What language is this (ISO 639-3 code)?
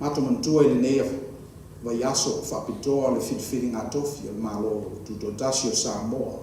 smo